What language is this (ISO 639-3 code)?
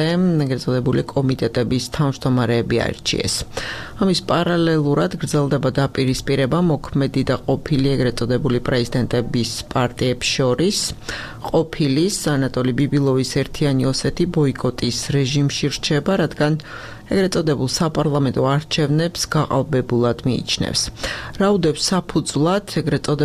kat